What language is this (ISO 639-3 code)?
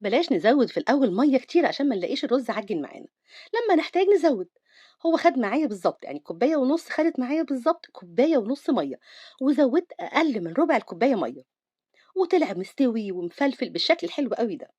arz